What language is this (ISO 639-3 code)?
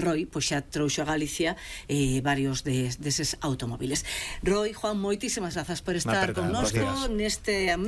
glg